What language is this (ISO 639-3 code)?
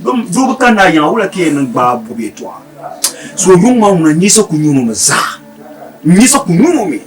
dag